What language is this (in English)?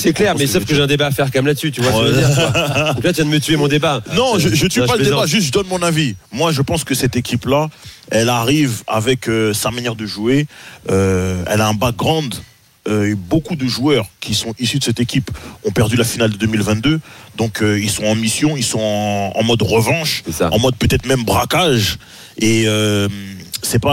French